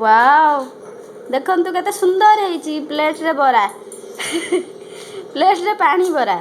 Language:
Odia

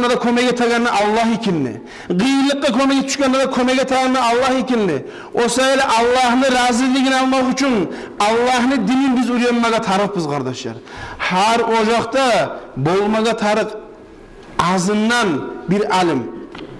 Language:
Kumyk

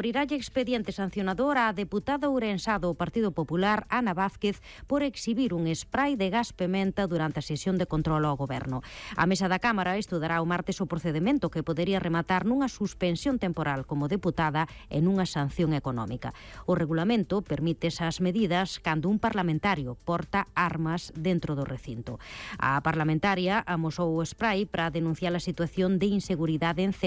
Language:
Galician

